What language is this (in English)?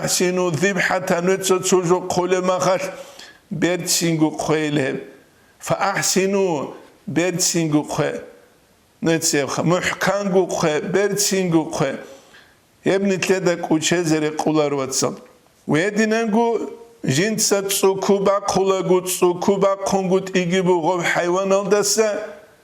Avaric